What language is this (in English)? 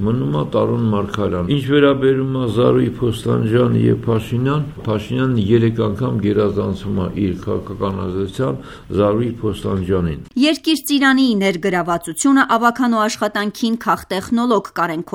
Armenian